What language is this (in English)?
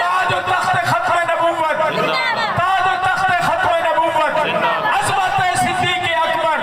Saraiki